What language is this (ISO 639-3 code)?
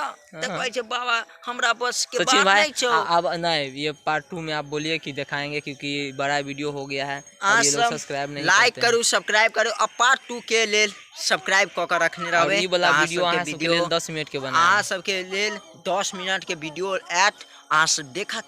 mai